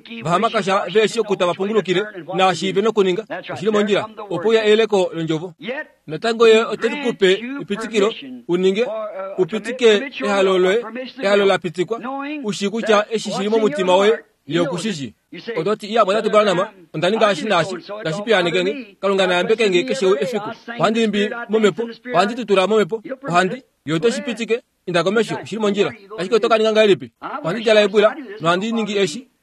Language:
Kuanyama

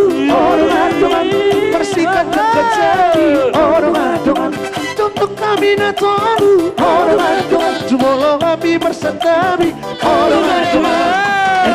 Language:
Batak Toba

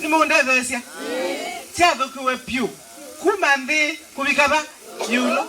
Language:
Kamba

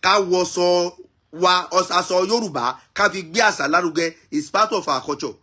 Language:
Yoruba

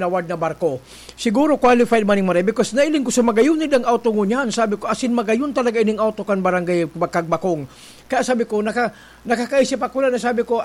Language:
Bikol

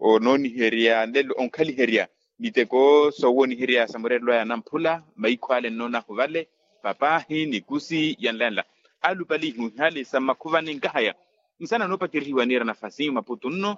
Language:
Makhuwa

